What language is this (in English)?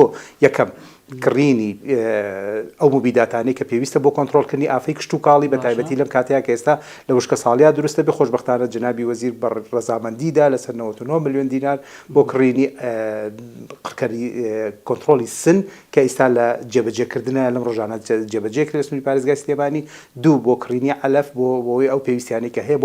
Central Kurdish